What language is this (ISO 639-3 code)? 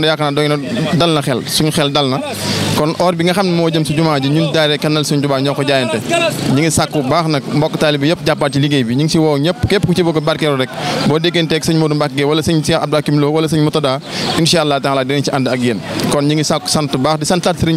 wol